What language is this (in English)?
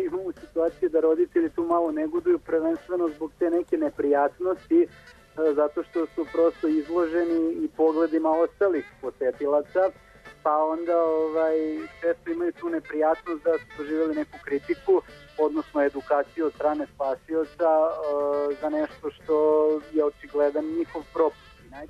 Serbian